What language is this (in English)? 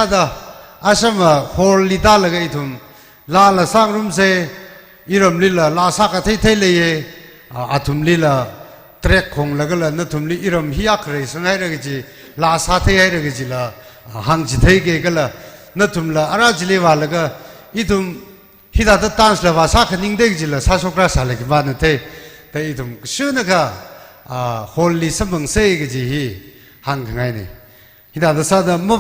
Tangkhul Naga (India)